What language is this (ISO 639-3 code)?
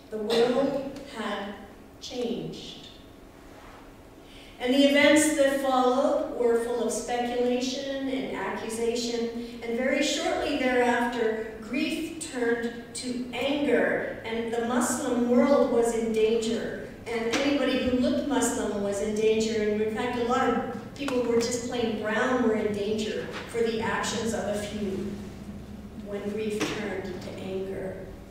eng